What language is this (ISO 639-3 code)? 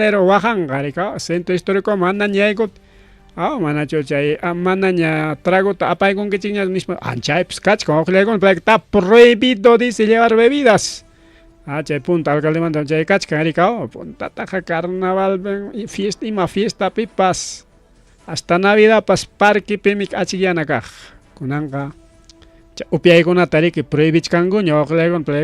quy